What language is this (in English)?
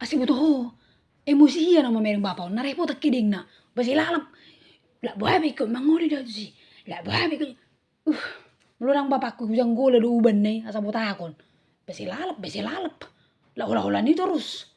Batak Toba